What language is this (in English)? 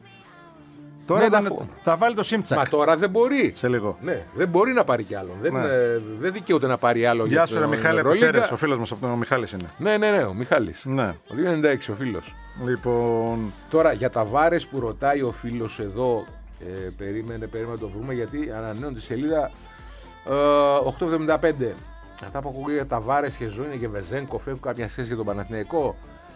Greek